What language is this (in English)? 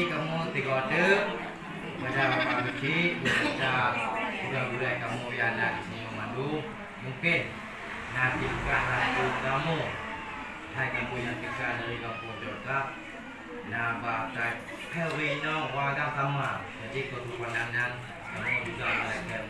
Achinese